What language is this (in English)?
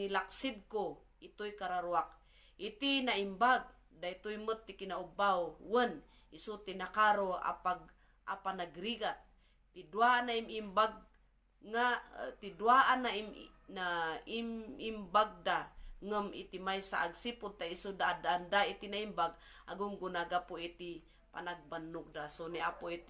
Iloko